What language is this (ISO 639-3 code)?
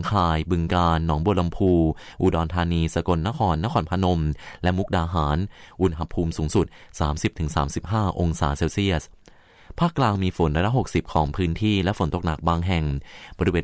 tha